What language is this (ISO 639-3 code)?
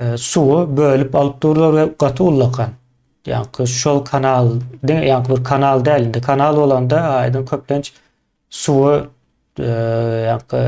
tuk